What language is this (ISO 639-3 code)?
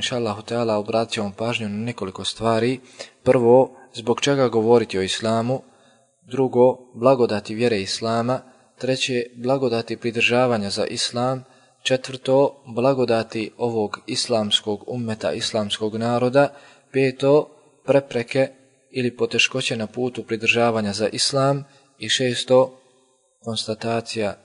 bos